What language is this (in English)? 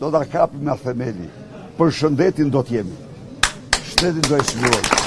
Albanian